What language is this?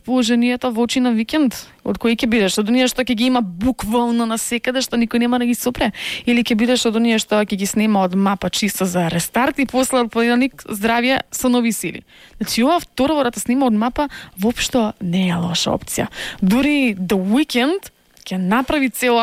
Macedonian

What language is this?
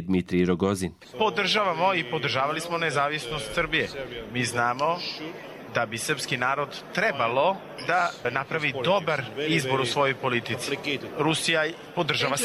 Croatian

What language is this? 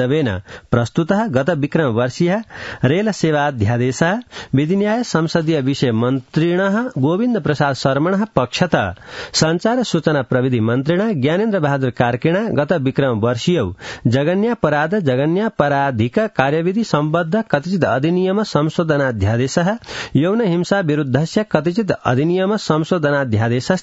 Sanskrit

